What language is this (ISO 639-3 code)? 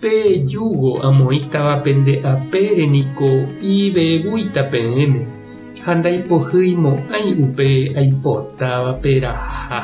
grn